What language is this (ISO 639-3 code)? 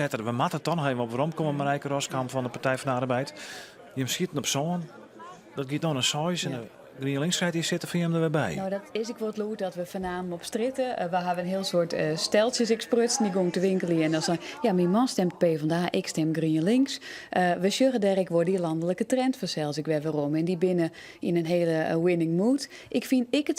fry